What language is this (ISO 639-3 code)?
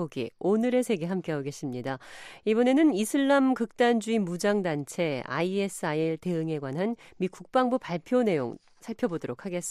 kor